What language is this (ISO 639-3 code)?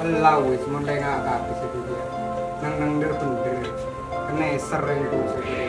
mad